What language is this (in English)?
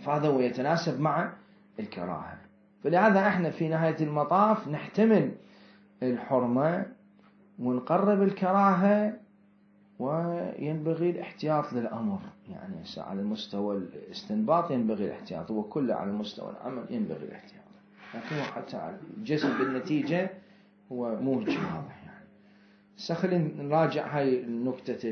Mesopotamian Arabic